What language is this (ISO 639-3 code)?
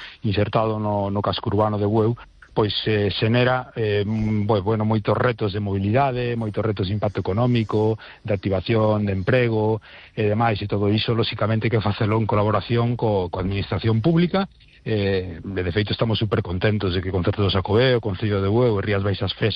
glg